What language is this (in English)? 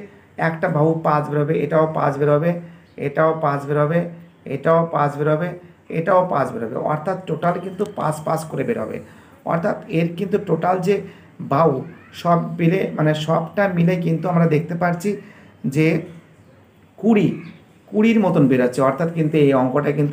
Bangla